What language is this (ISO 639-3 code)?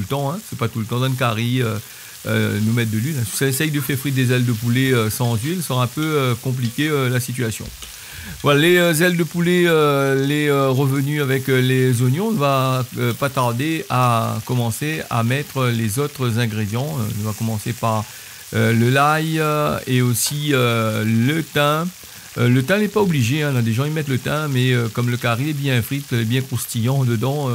rcf